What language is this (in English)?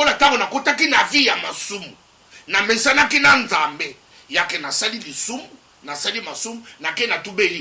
Lingala